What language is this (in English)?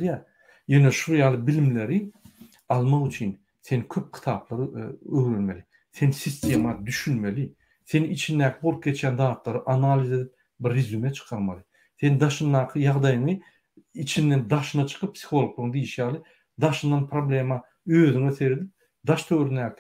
Turkmen